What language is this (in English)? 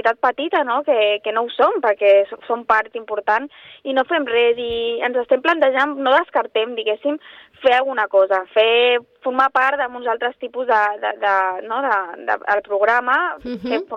Catalan